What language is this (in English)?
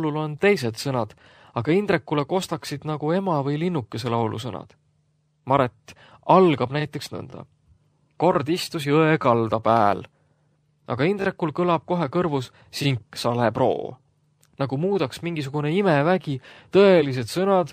Estonian